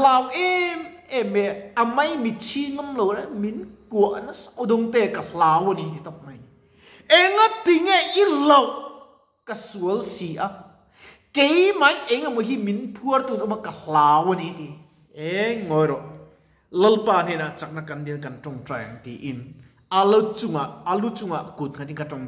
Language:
Mizo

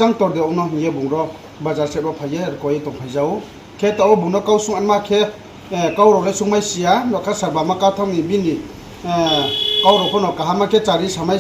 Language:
Riang (India)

